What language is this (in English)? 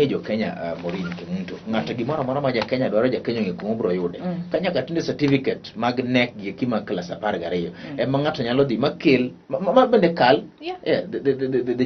Luo (Kenya and Tanzania)